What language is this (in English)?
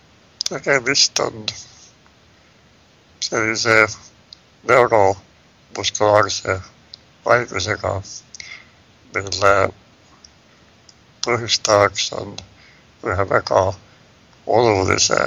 Estonian